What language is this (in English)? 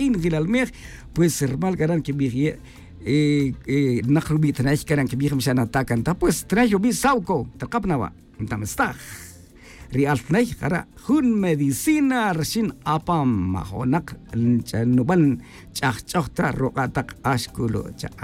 Tz'utujil